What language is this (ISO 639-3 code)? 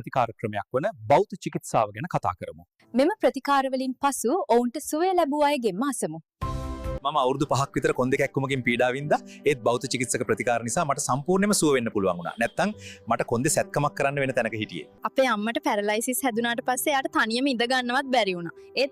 sin